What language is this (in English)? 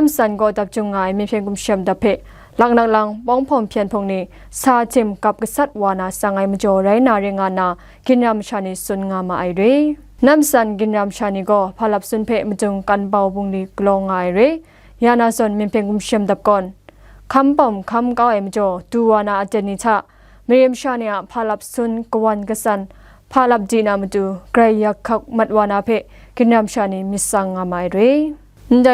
Kachin